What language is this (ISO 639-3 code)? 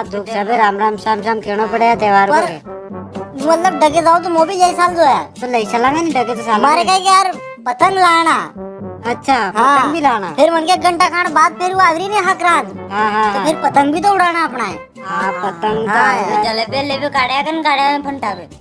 raj